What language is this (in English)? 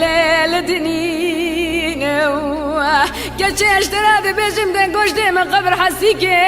Kurdish